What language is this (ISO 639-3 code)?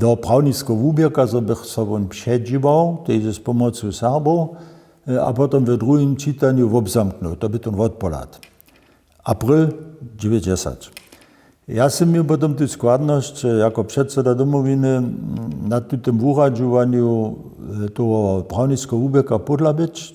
hsb